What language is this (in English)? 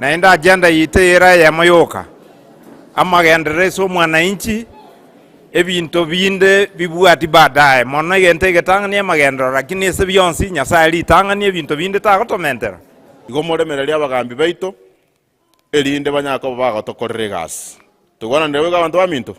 Gusii